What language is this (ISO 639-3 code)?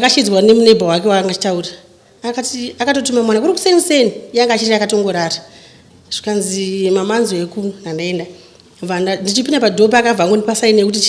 sna